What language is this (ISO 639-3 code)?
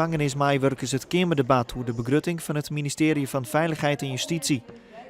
fry